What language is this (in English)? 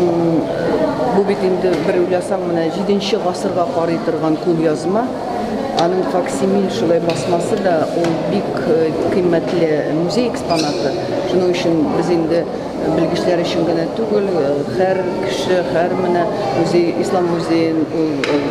Tatar